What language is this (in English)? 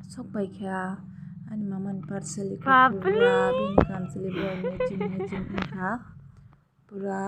Kok Borok